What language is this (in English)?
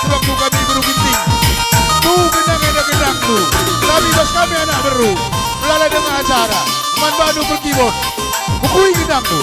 Batak Karo